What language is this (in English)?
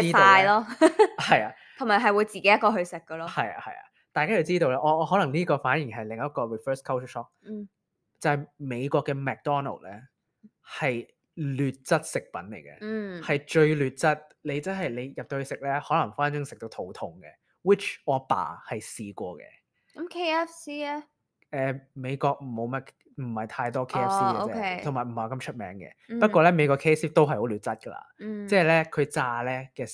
Cantonese